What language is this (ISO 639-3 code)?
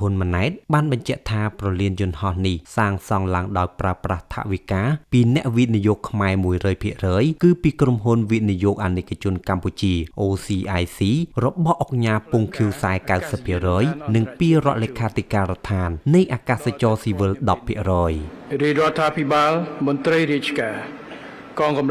khm